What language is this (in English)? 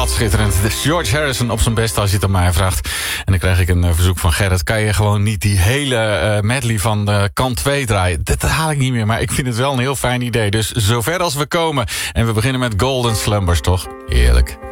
Dutch